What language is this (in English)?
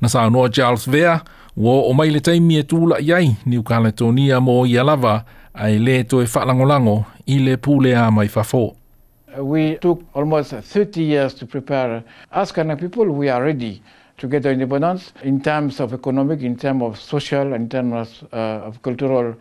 Samoan